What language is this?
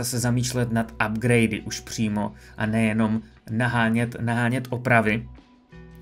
Czech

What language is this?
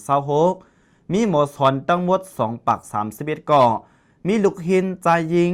Lao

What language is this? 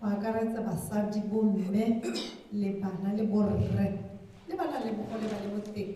Tswana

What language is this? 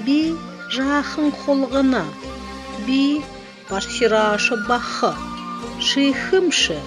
Buriat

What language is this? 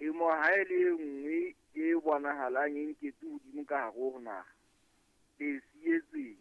Southern Sotho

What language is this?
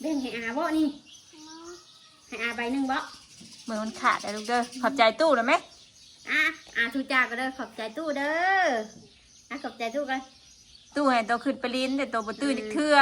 Northeastern Thai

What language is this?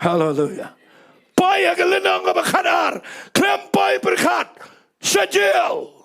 Khasi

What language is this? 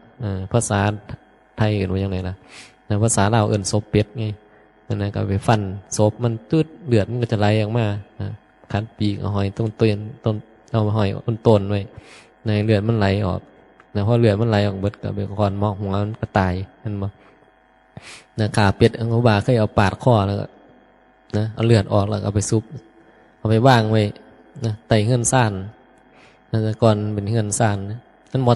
Northeastern Thai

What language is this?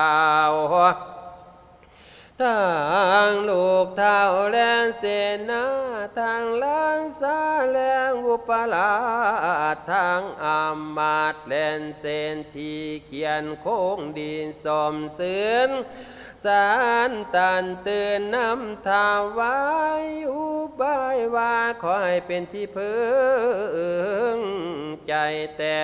Thai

